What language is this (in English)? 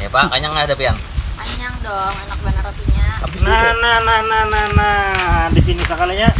Banjar